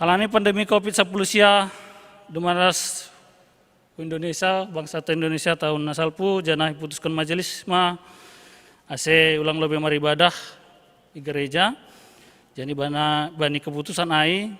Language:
Batak Simalungun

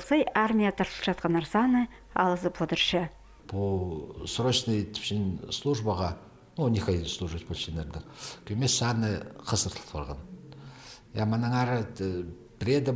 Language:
Khakas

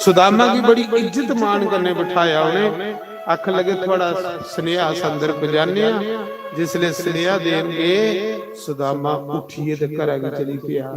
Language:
Dogri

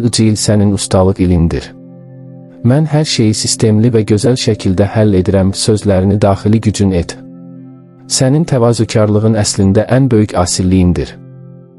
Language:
Azerbaijani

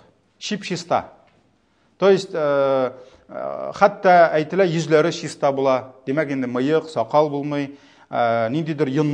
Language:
Tatar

